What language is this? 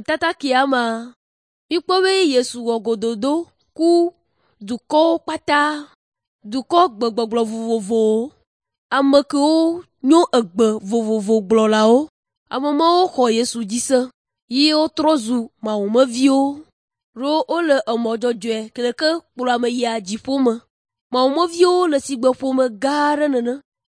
Ewe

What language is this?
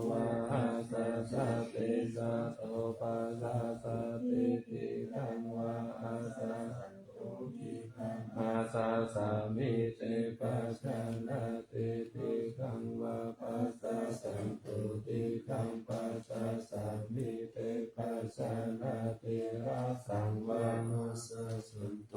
Pali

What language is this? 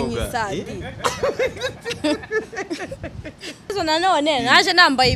Kinyarwanda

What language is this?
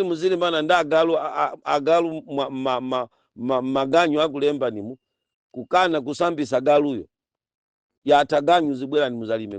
Nyanja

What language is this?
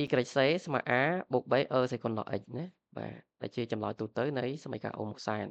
Khmer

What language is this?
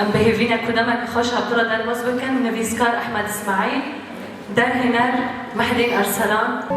Kurdish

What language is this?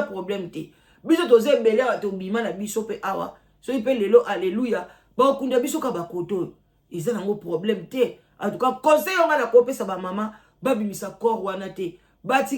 Lingala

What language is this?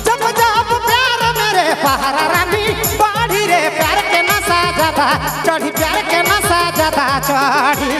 Sadri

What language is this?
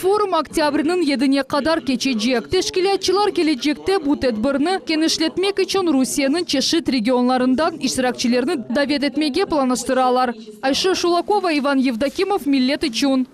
Crimean Tatar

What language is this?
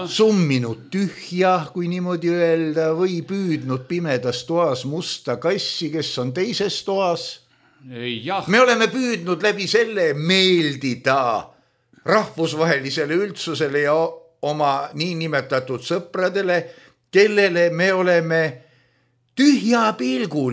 Estonian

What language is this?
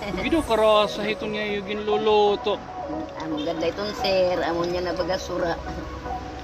Waray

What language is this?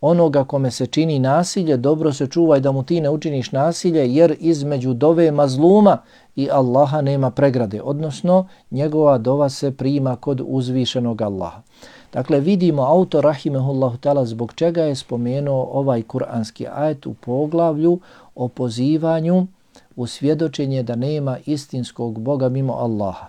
Bosnian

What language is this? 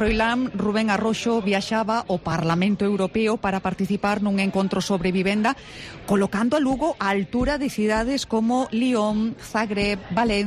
Galician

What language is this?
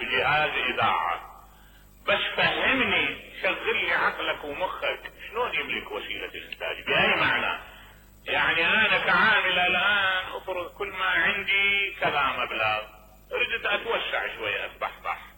Mesopotamian Arabic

